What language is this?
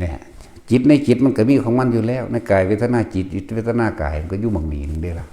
Northeastern Thai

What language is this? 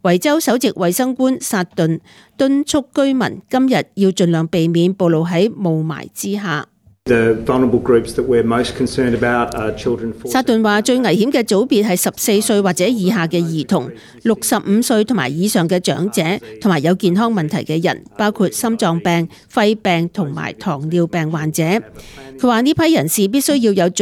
Cantonese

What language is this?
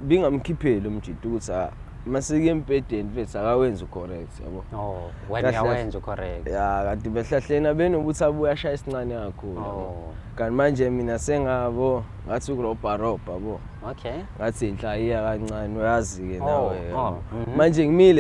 Zulu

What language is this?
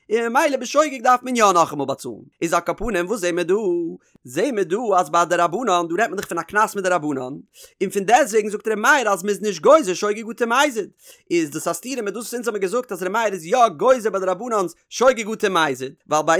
Yiddish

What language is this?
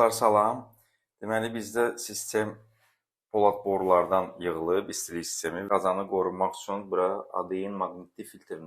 Azerbaijani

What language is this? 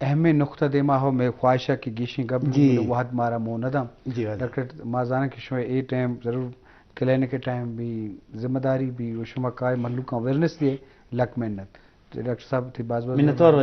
Eastern Balochi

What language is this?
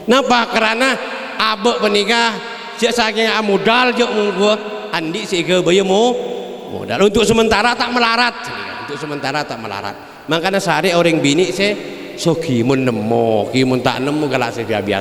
Madurese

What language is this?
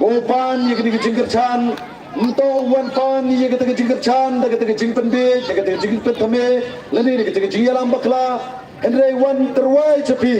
Pnar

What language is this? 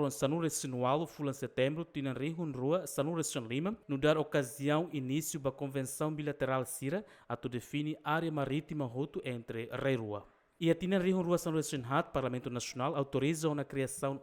Tetum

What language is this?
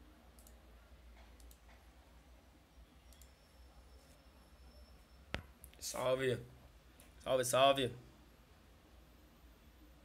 Portuguese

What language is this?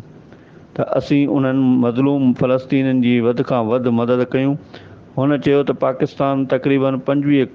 Sindhi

